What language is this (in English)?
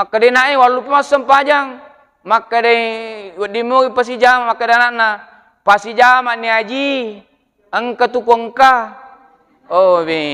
Buginese